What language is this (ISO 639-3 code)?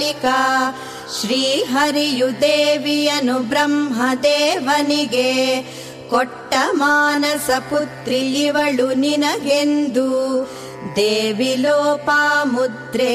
kan